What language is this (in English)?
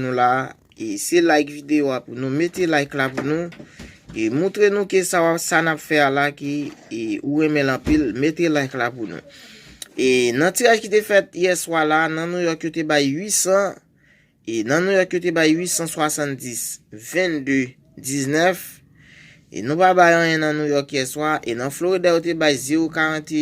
Haitian Creole